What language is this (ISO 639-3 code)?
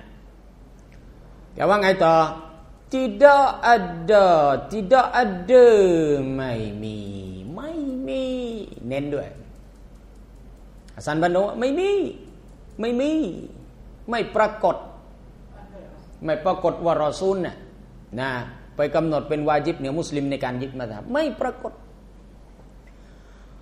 tha